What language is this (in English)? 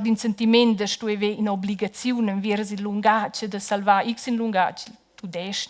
Romansh